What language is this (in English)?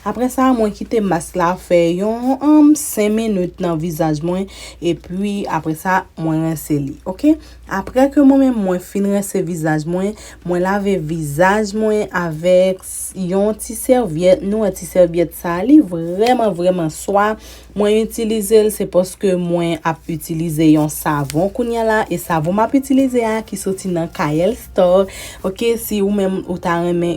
Haitian Creole